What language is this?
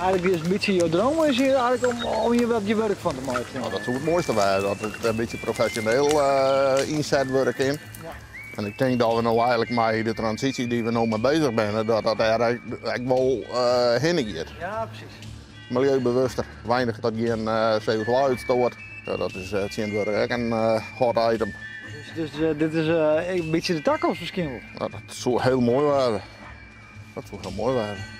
Western Frisian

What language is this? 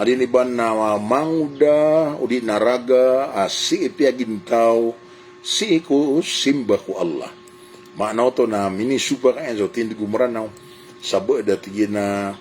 Maranao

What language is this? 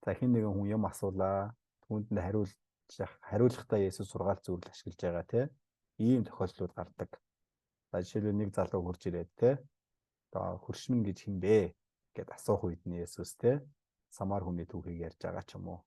Mongolian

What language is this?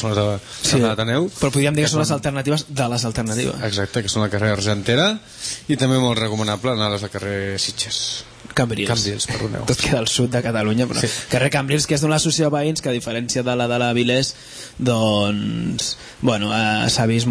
Catalan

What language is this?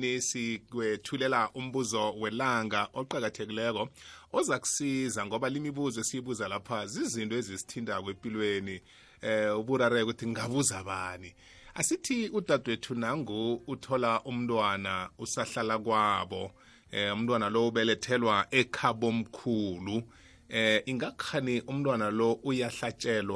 South Ndebele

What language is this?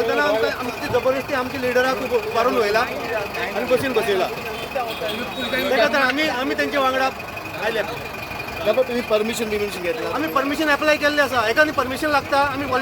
Konkani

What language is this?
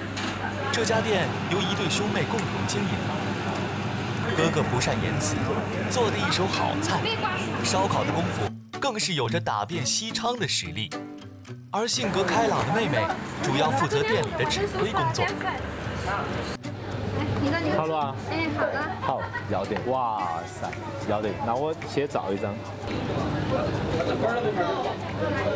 Chinese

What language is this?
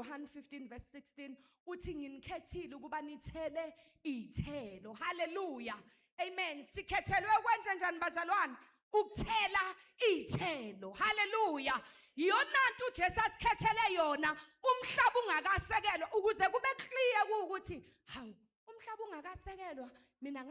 Zulu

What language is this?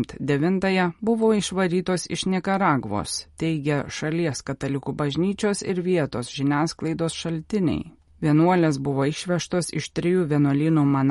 Lithuanian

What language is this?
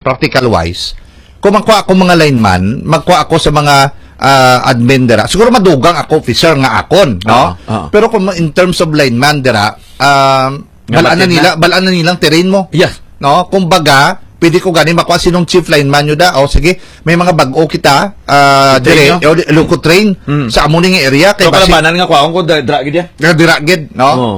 Hiligaynon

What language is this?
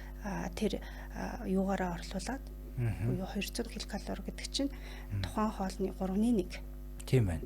Mongolian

